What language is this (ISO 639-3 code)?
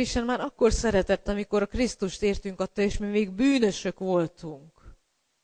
hun